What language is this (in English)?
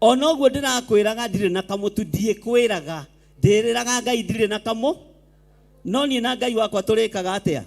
Kikuyu